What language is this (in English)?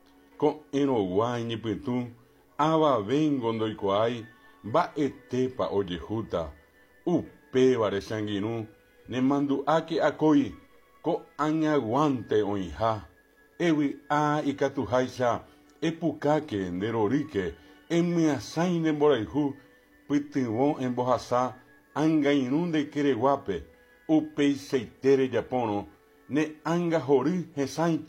Guarani